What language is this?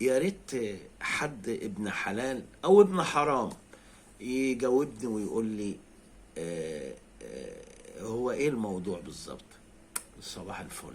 Egyptian Arabic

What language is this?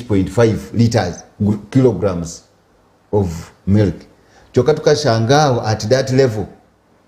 Nyankole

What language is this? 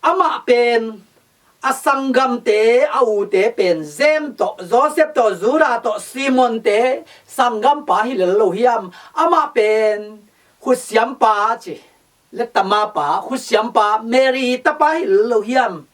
Tedim Chin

